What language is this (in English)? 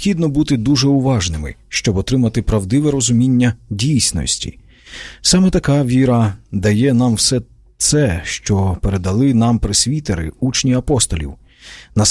Ukrainian